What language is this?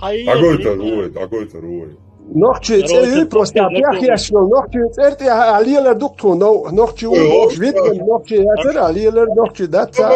Chechen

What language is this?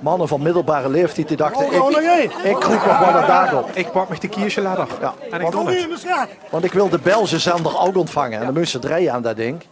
Limburgish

